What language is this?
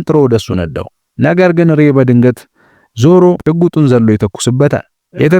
Amharic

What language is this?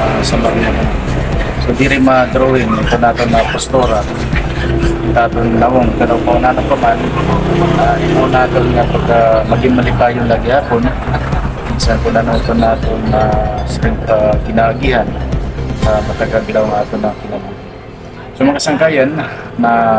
Waray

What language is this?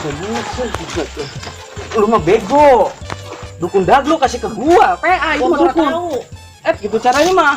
Betawi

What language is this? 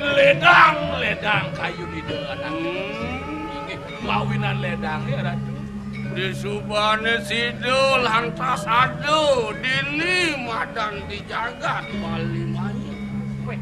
Balinese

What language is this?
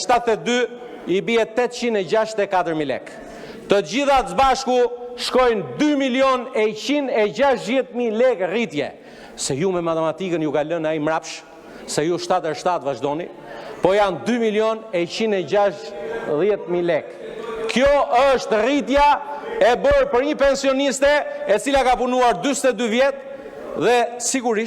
Albanian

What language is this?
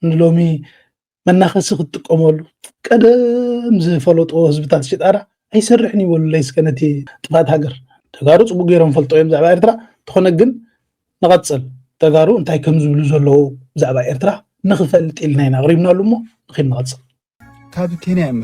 Tigrinya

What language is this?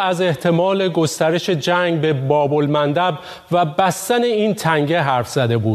Persian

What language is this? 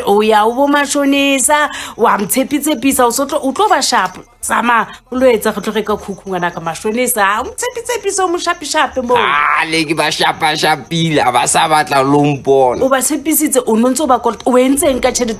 Southern Sotho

